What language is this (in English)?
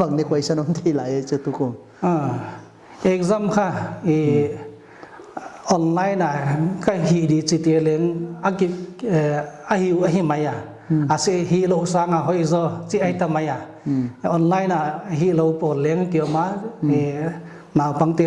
Paite Chin